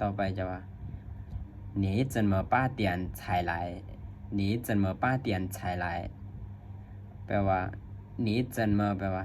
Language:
Lao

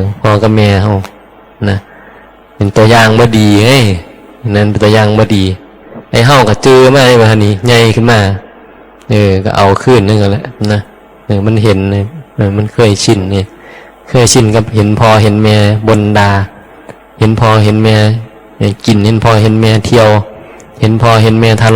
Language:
Northeastern Thai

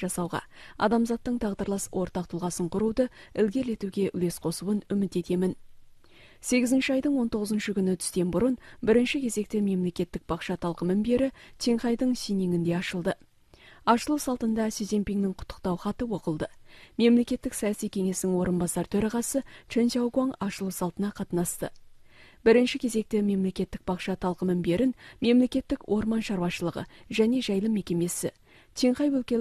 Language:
Kazakh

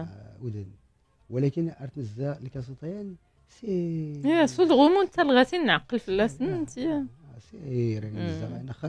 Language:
Moroccan Arabic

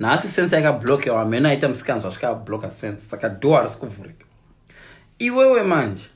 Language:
Shona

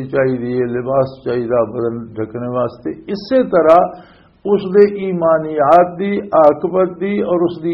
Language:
Western Panjabi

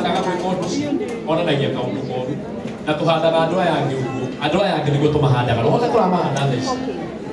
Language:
Kikuyu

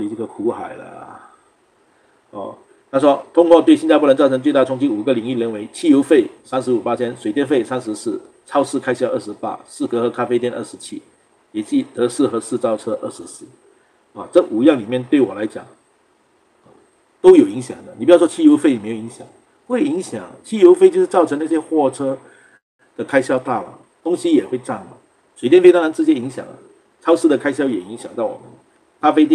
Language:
Chinese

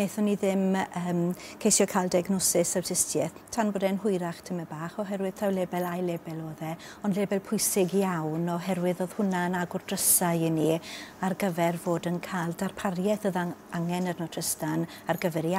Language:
Welsh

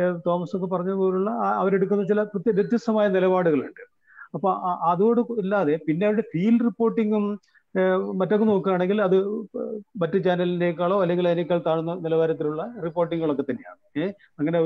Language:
Malayalam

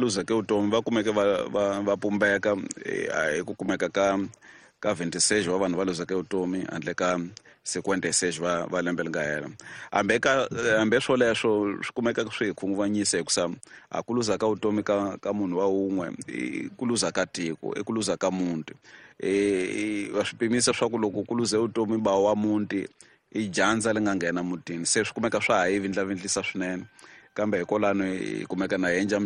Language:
Tsonga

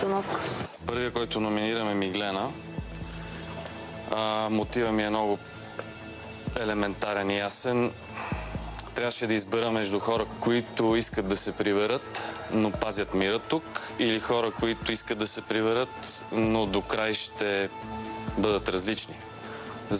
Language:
Bulgarian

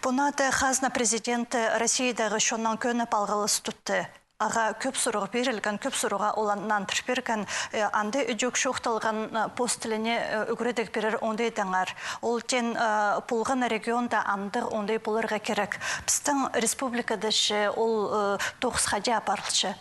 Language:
Khakas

